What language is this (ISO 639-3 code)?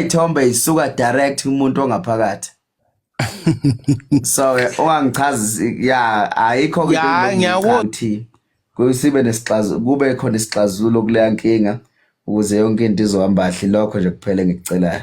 zul